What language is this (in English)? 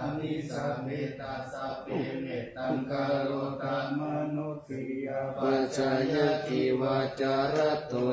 Pali